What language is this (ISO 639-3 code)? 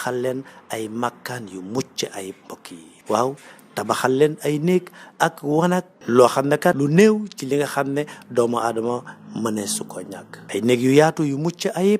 wol